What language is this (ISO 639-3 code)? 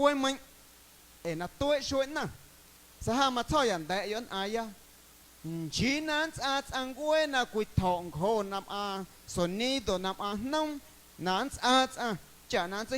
amu